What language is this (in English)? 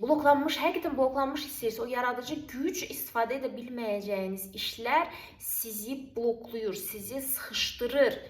Azerbaijani